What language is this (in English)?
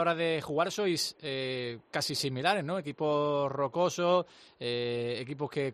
Spanish